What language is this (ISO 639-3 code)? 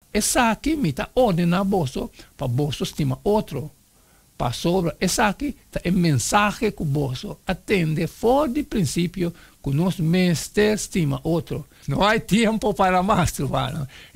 pap